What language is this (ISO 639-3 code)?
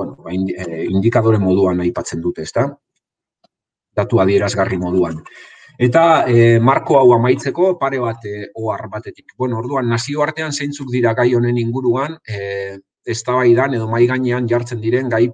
eus